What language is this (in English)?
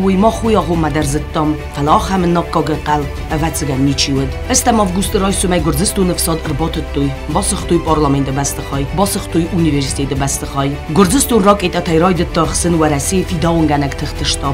Ossetic